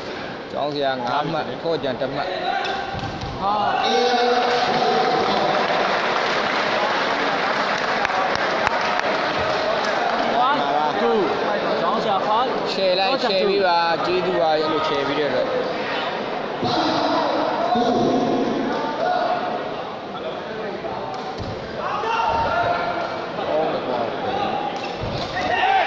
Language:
Burmese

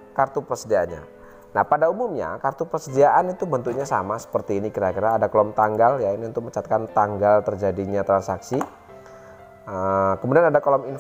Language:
Indonesian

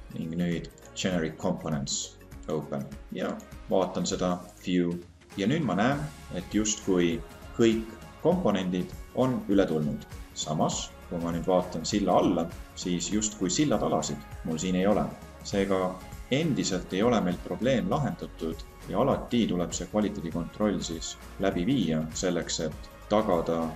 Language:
Estonian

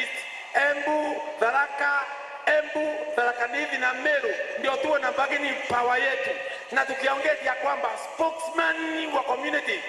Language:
Meru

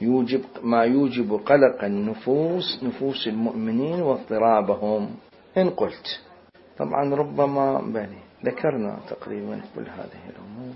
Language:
Mesopotamian Arabic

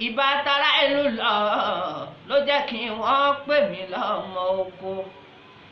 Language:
Yoruba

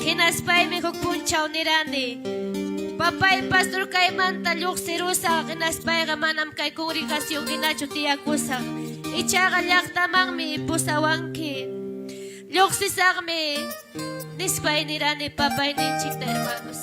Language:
Ayacucho Quechua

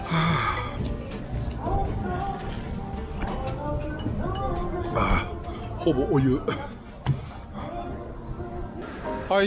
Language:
Japanese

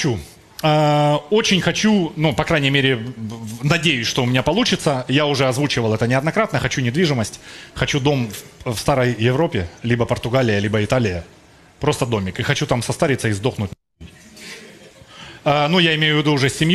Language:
Russian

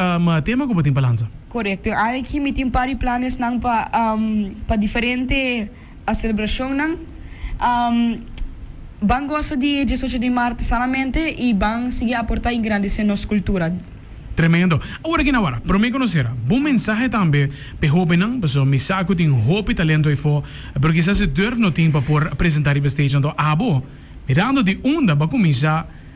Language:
Papiamento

